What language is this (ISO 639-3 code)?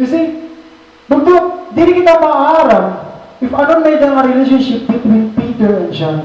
war